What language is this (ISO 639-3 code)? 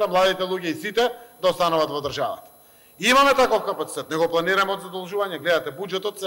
mkd